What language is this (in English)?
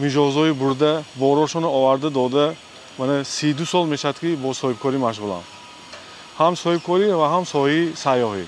Tajik